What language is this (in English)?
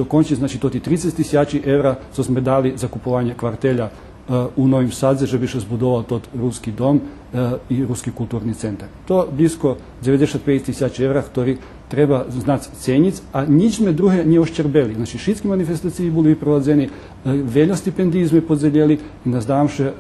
Rusyn